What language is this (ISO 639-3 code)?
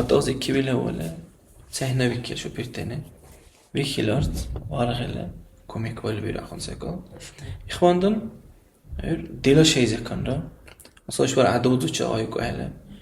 dar